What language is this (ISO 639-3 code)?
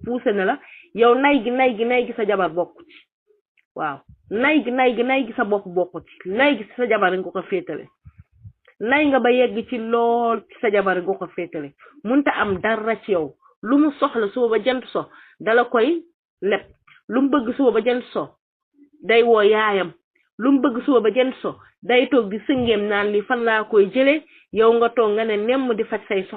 wol